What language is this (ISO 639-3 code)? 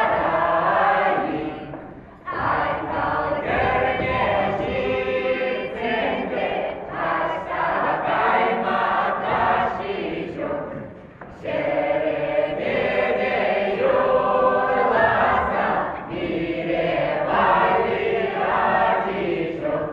chv